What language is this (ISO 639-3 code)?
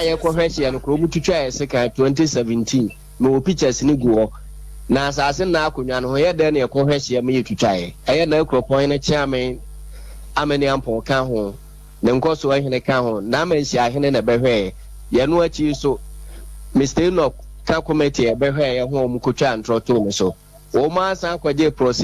aka